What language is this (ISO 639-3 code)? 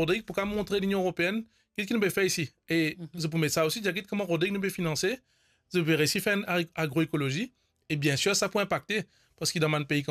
mfe